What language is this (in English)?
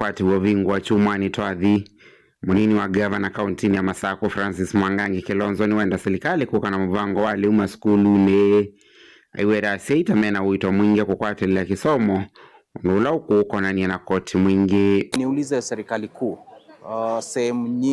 Kamba